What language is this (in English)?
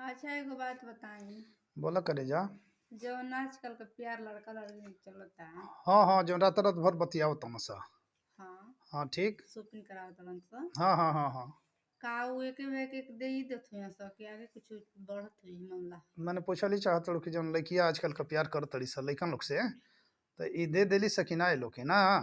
Bhojpuri